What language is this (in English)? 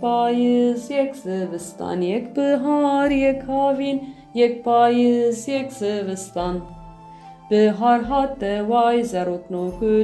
Kurdish